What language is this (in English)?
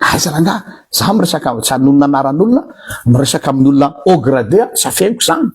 Malagasy